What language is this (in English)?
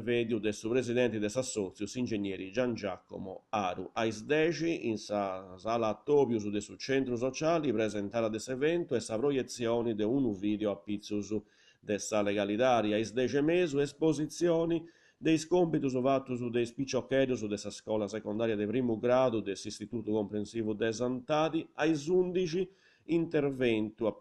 Sardinian